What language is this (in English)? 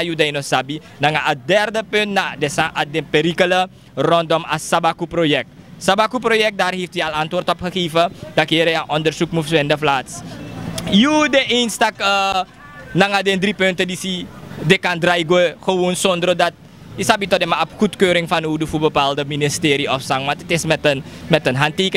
Sranan Tongo